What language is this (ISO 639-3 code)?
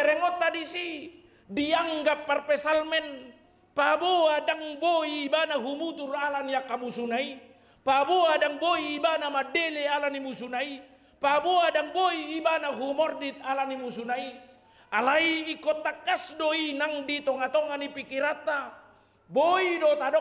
bbc